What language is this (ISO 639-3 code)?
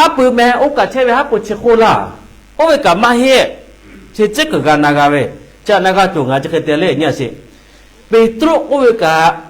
lhu